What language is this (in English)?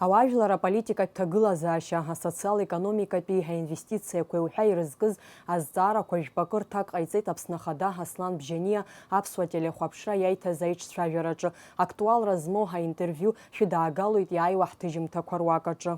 Abkhazian